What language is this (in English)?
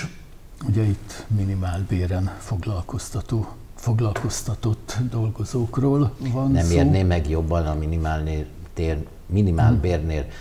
Hungarian